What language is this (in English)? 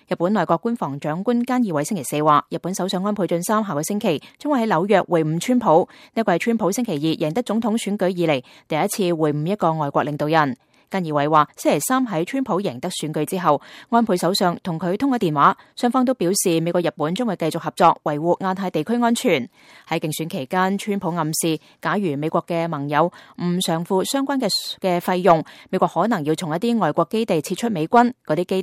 Cantonese